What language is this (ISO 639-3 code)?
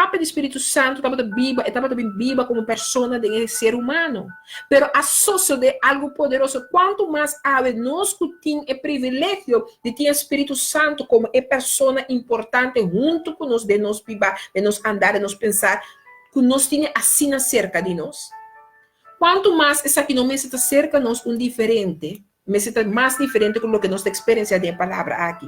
pap